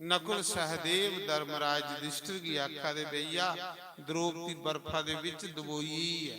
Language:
Dogri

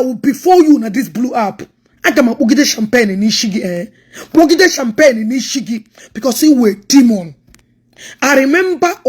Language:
Igbo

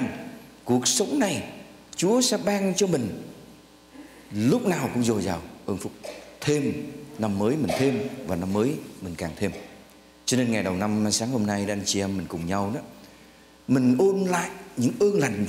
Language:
Vietnamese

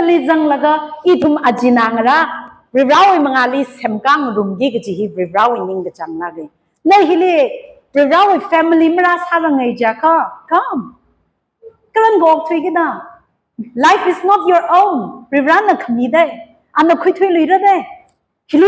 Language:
Tangkhul Naga (India)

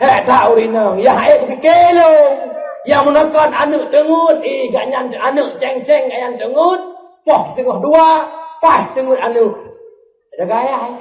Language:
Achinese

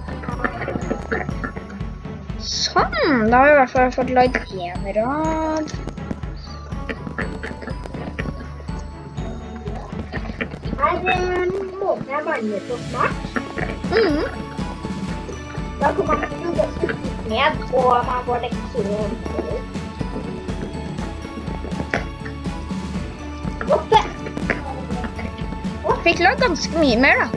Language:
Norwegian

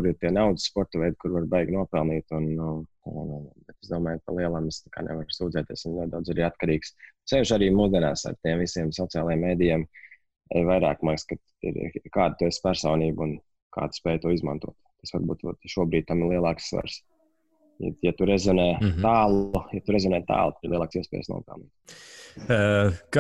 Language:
Latvian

